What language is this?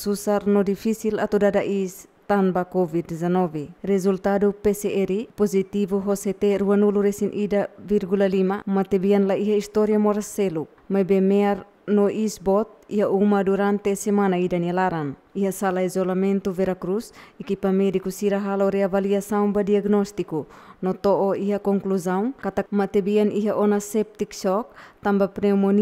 Tetum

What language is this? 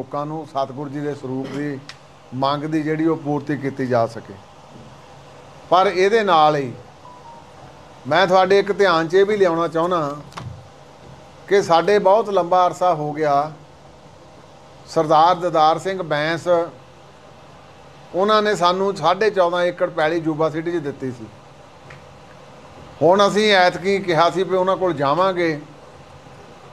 Punjabi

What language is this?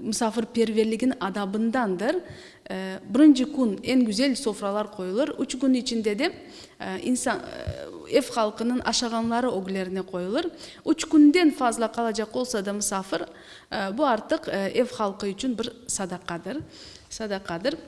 Crimean Tatar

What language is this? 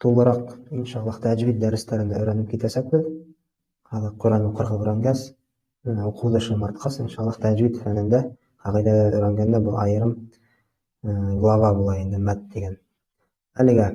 Bashkir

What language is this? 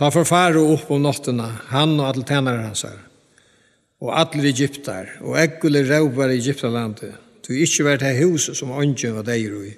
Faroese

